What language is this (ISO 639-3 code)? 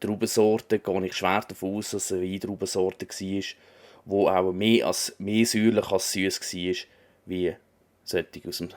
gsw